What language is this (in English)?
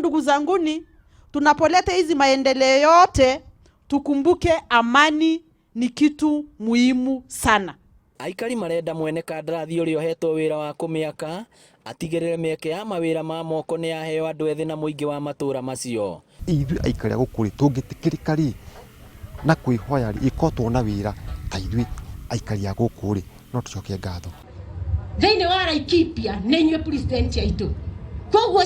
Kikuyu